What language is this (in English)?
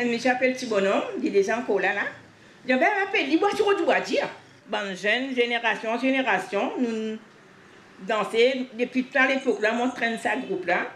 Morisyen